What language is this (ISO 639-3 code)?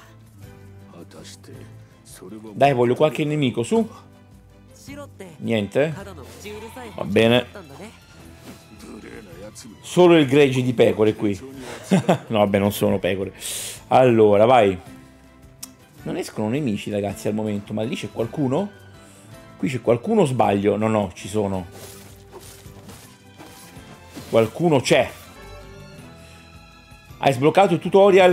ita